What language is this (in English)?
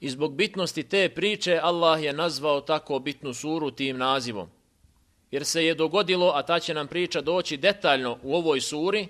Bosnian